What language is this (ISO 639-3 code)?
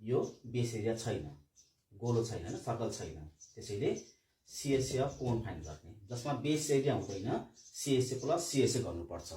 nep